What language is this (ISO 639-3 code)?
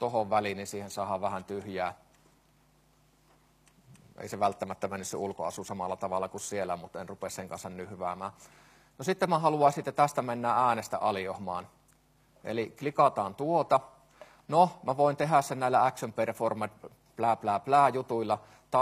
fin